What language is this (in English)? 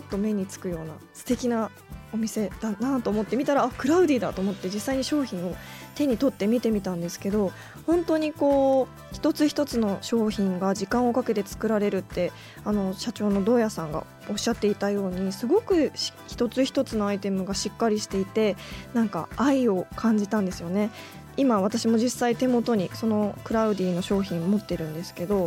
Japanese